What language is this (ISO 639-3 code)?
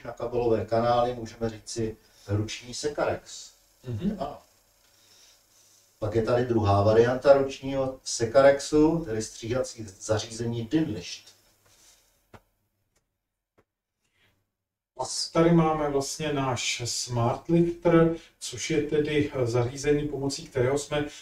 ces